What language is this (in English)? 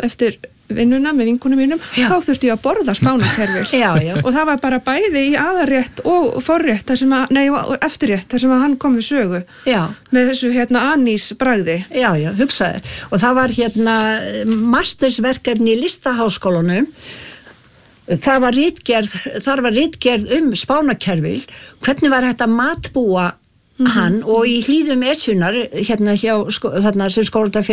Icelandic